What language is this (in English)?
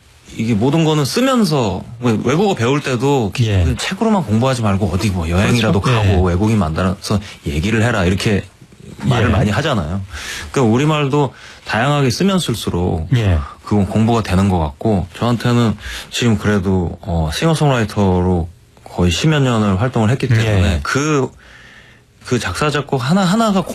Korean